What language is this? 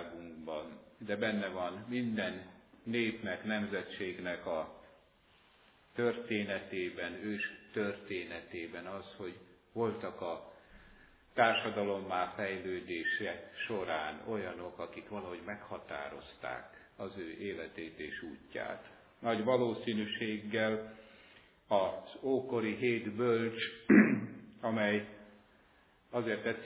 Hungarian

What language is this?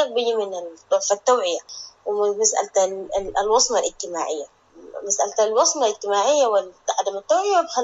Sudanese Arabic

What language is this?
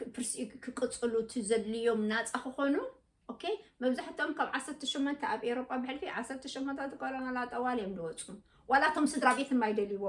Tigrinya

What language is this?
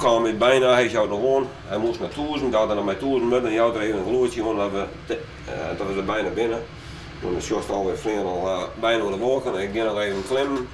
Western Frisian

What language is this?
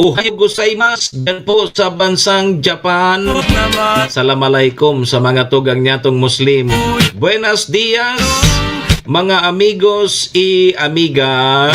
Bikol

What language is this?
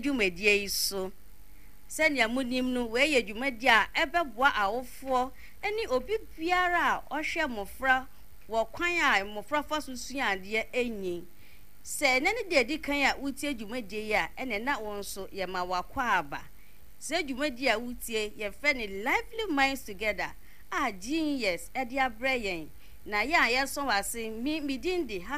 Akan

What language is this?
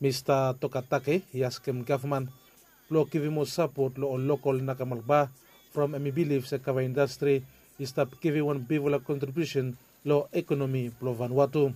Bislama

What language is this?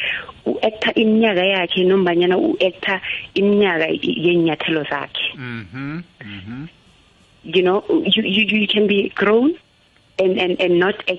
South Ndebele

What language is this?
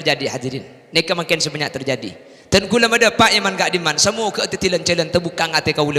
Madurese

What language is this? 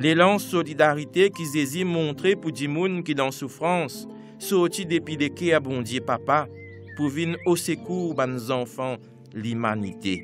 Morisyen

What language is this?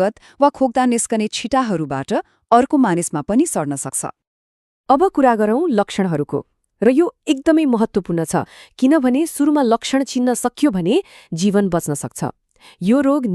Nepali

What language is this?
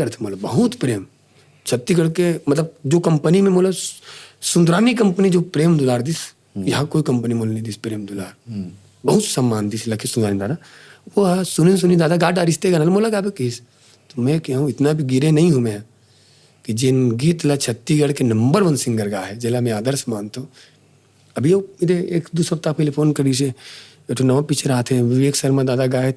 Chhattisgarhi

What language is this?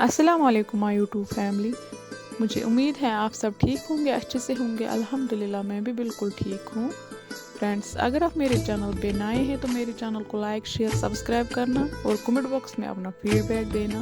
Kashmiri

